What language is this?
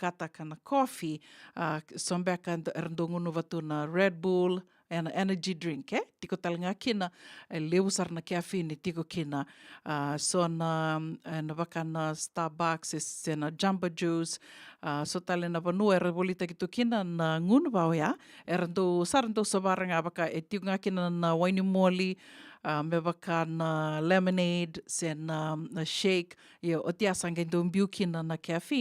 Fijian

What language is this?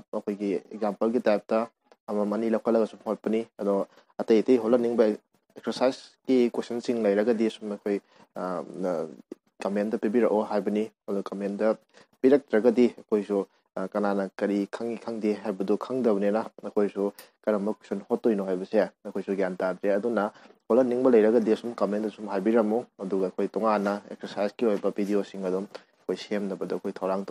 Manipuri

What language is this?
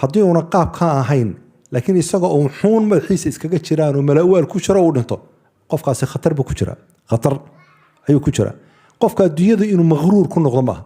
Somali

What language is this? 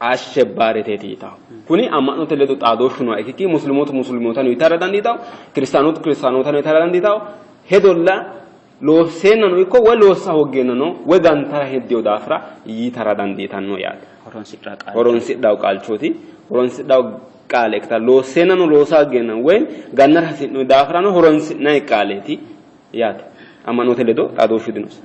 Sidamo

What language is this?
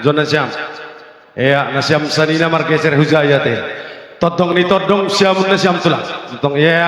Batak Simalungun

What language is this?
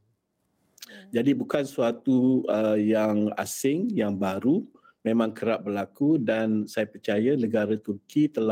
Malay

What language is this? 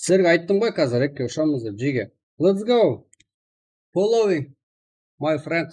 Kara-Kalpak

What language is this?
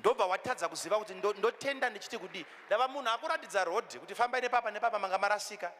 Shona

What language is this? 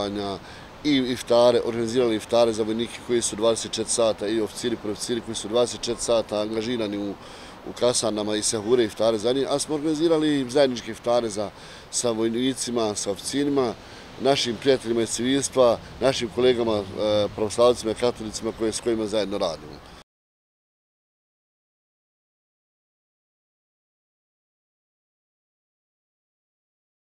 Bosnian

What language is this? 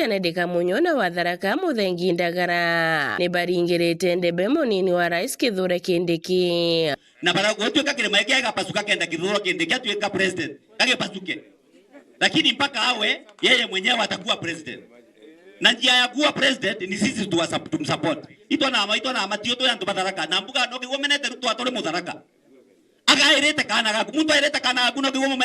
Meru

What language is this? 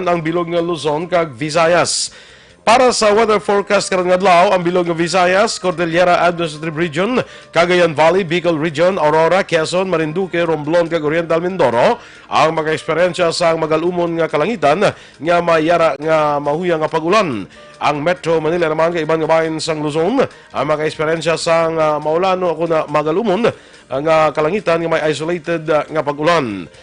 Hiligaynon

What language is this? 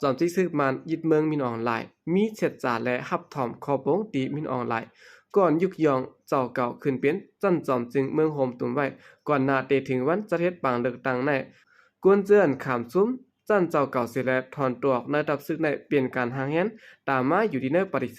Shan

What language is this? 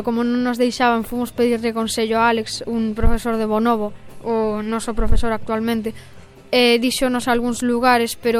Galician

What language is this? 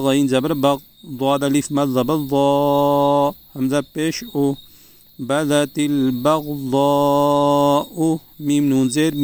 Urdu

